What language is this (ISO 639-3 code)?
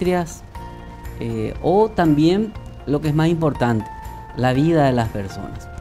spa